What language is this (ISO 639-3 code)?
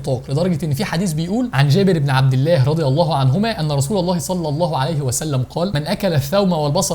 arz